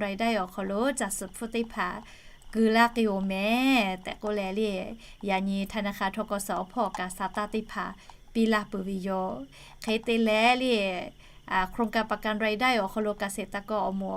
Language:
Lahu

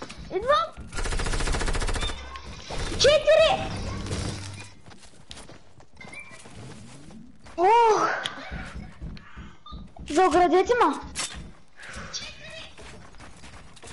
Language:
Bulgarian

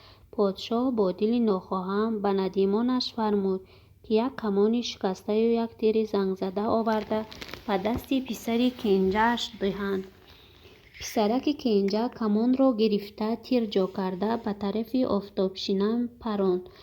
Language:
Tajik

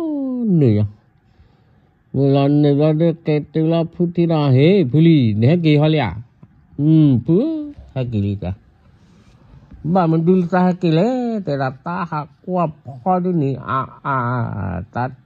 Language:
S'gaw Karen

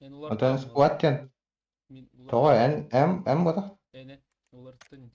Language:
Yakut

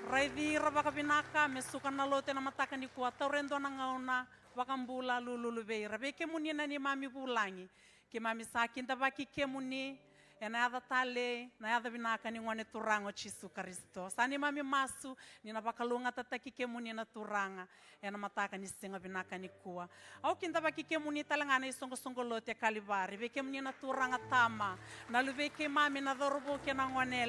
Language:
Fijian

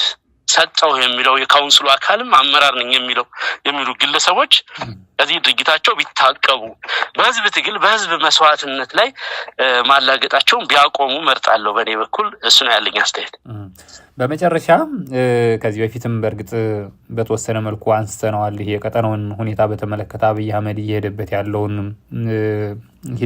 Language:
Amharic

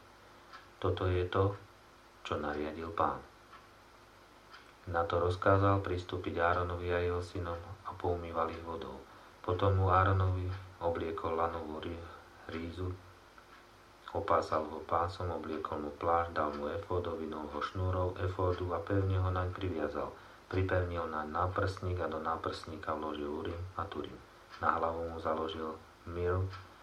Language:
Slovak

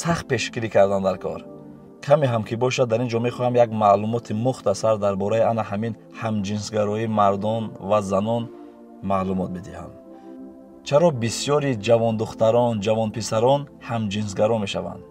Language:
Tajik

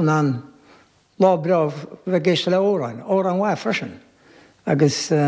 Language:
Irish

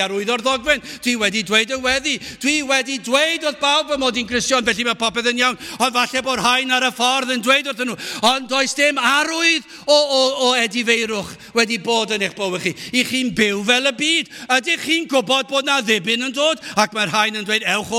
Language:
Welsh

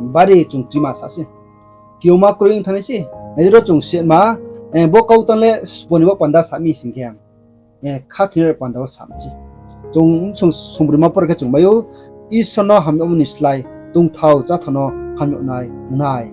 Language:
Riang (India)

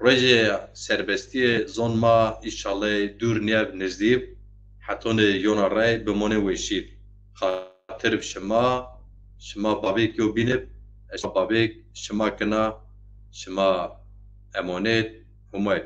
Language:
Zaza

